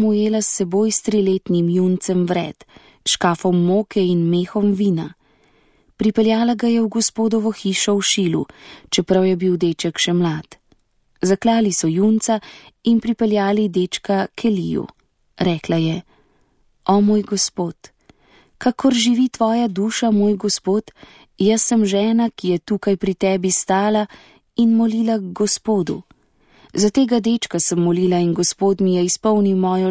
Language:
Slovenian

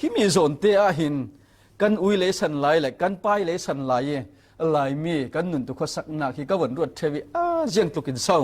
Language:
Falam Chin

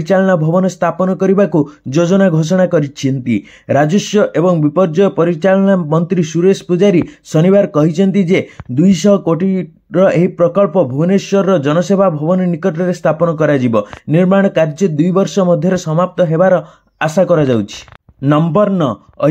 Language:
Odia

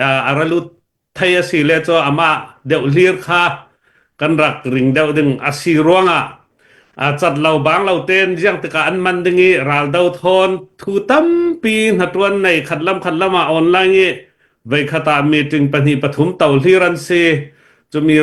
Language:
Hakha Chin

